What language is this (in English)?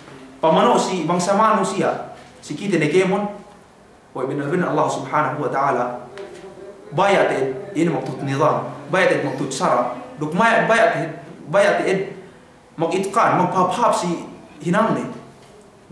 Yakan